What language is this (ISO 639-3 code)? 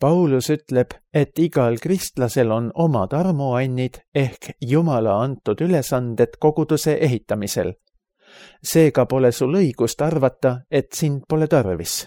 est